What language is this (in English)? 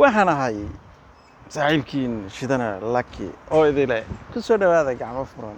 Somali